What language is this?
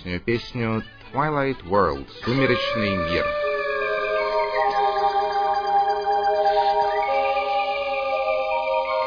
Russian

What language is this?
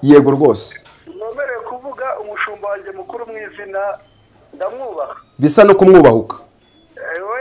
Kinyarwanda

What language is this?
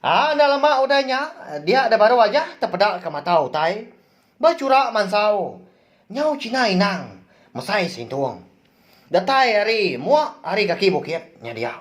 Iban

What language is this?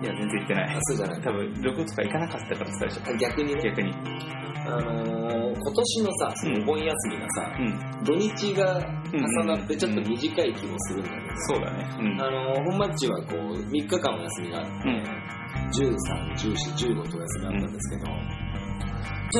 Japanese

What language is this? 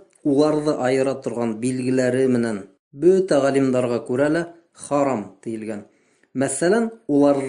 Bashkir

